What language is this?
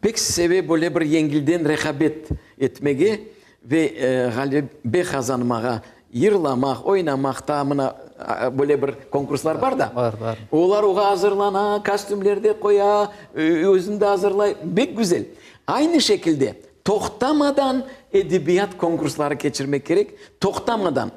Crimean Tatar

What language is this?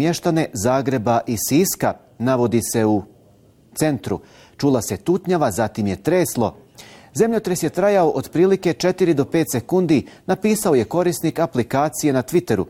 Bosnian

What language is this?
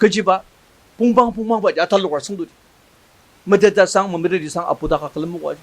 Ao Naga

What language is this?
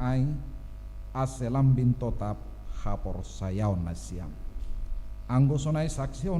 Batak Simalungun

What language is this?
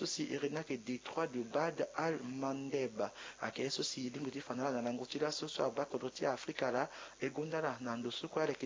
Sango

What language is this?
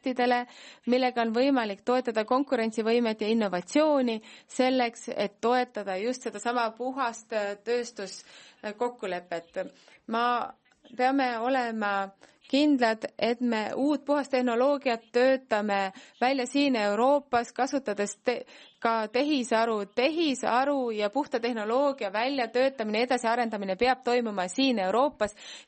Estonian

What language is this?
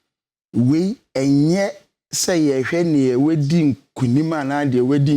Akan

